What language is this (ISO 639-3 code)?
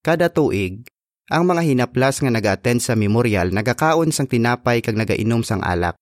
hil